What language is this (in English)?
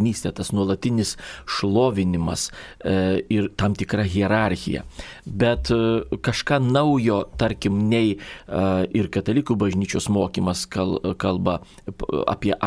Lithuanian